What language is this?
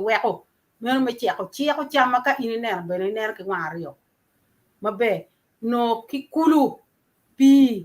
Acoli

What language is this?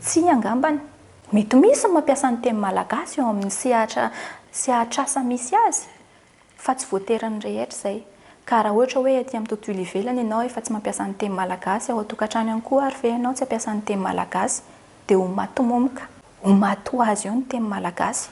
Malagasy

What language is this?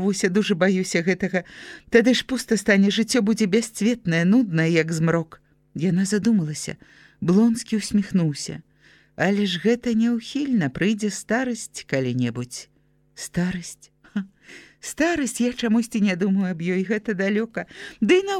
Belarusian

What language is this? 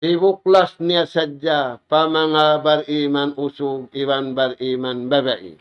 Tausug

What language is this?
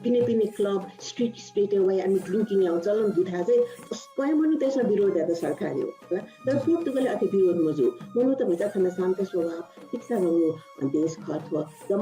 Newari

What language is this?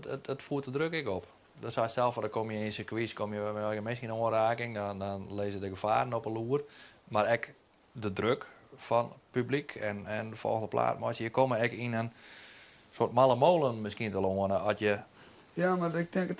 Western Frisian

